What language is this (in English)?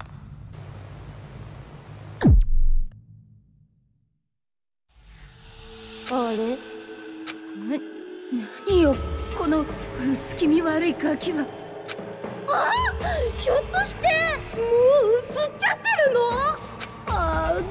Japanese